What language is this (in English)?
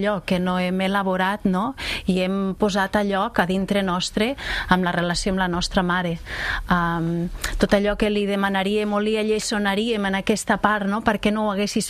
Catalan